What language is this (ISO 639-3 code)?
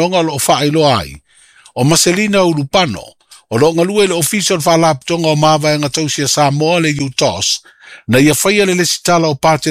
smo